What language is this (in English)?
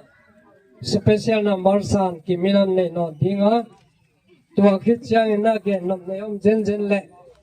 Gangte